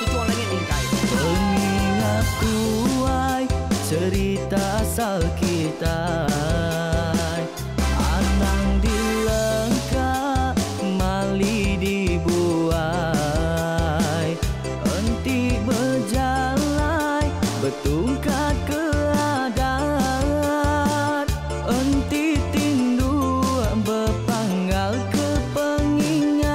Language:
Iban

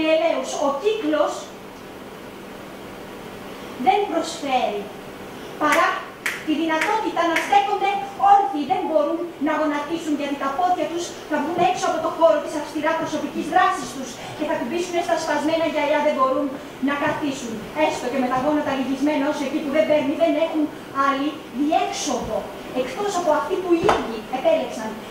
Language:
Greek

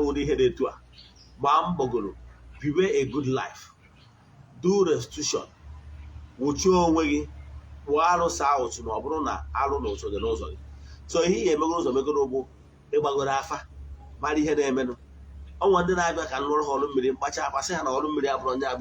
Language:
Igbo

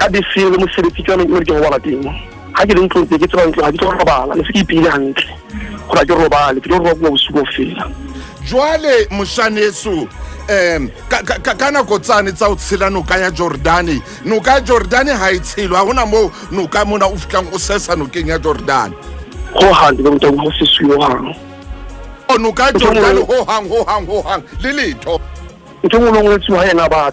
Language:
Southern Sotho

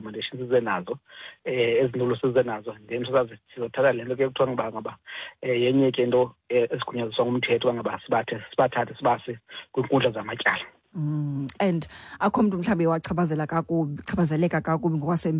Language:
Xhosa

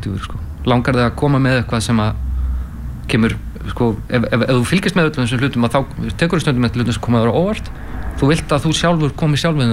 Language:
Icelandic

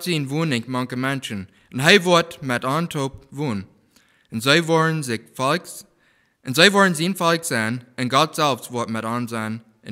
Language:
Plautdietsch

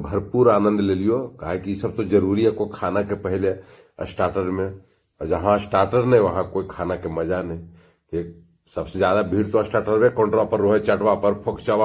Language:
Magahi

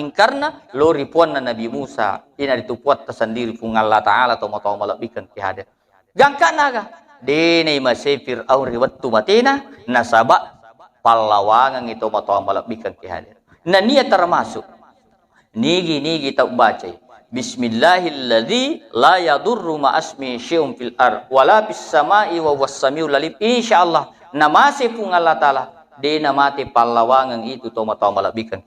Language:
Buginese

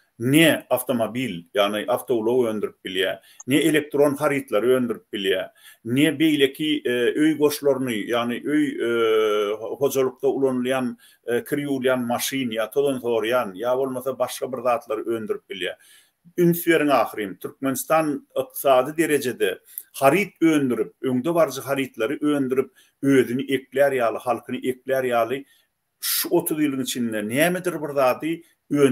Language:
Turkmen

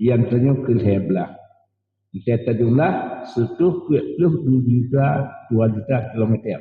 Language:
Achinese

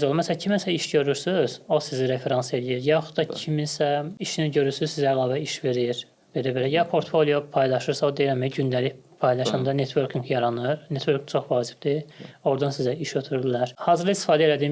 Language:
Azerbaijani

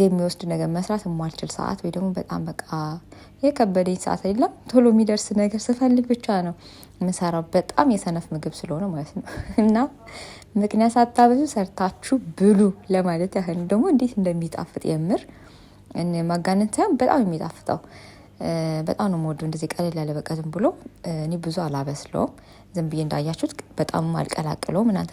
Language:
Amharic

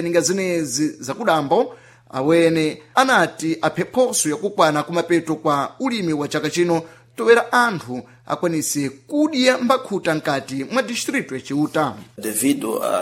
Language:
Sena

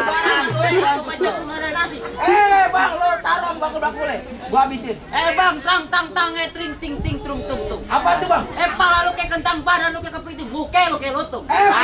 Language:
Betawi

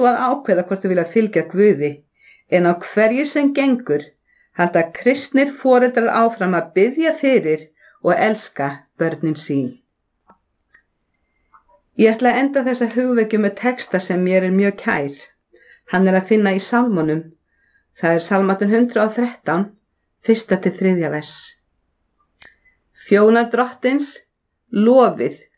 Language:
Icelandic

